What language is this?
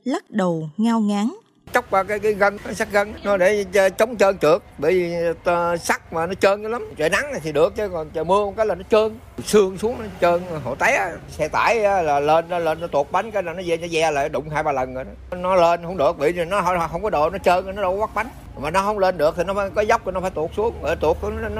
Vietnamese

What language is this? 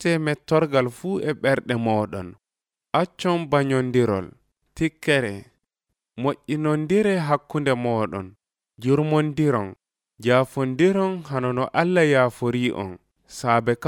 Nigerian Fulfulde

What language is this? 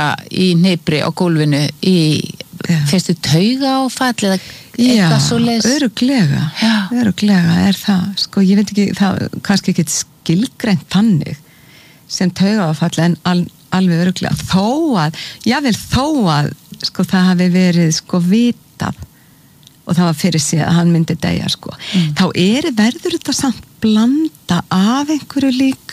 Icelandic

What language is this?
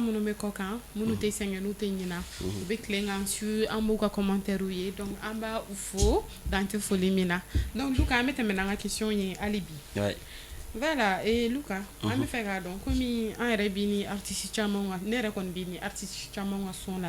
Bambara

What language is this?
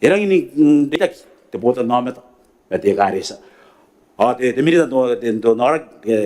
Gilbertese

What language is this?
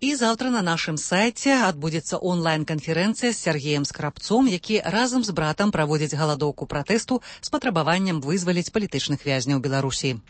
Belarusian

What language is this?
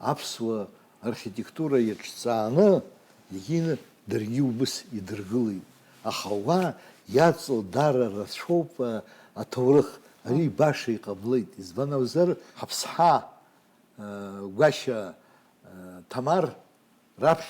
Abkhazian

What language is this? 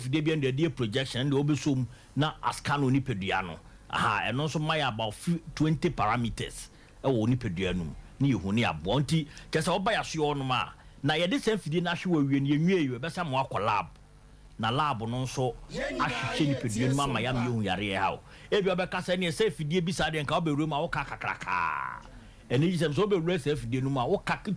Akan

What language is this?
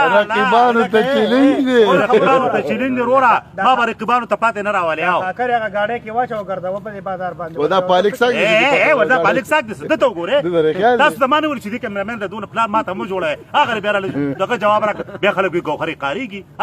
Pashto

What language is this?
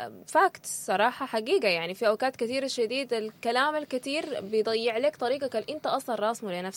Sudanese Arabic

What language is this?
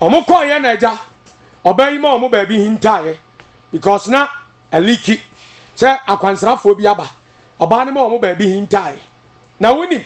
Akan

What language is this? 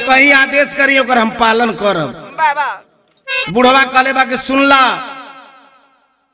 Bhojpuri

